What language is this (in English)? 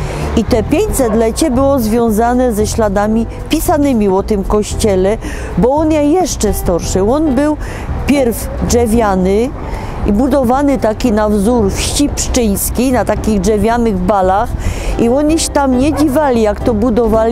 Silesian